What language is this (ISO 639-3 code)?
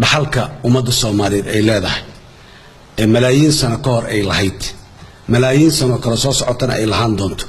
som